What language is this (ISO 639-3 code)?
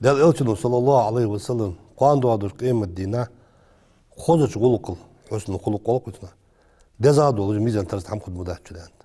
inh